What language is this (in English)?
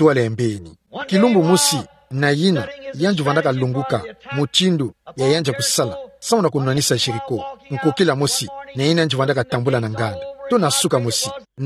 Kituba (Democratic Republic of Congo)